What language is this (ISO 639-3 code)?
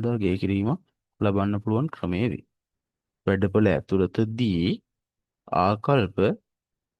sin